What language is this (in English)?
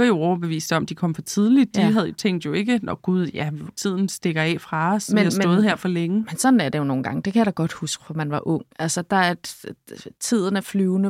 Danish